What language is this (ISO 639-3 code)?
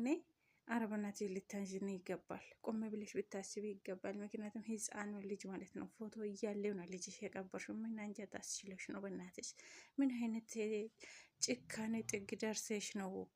amh